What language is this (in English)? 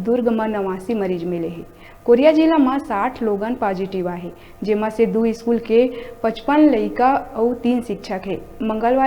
Chhattisgarhi